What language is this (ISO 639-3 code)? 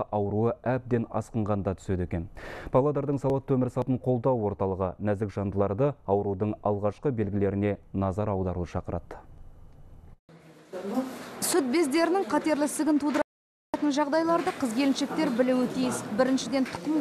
kaz